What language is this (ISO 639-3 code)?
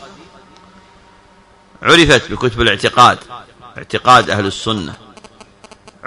ara